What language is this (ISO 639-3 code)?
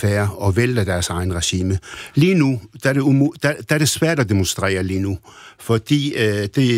dan